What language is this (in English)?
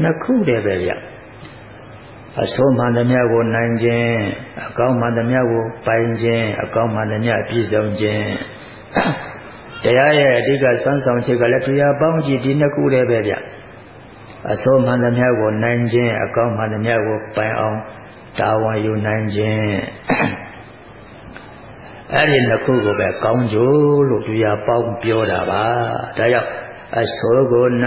Burmese